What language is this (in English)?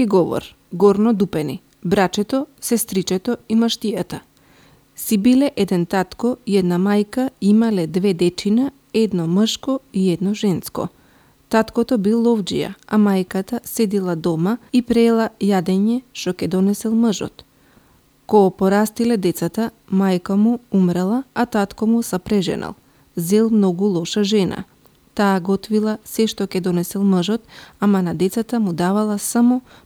Macedonian